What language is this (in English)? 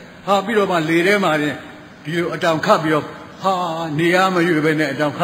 Burmese